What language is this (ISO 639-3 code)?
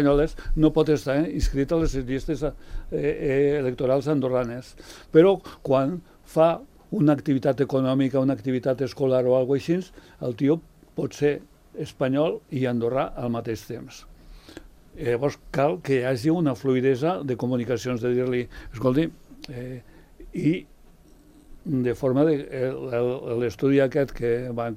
cat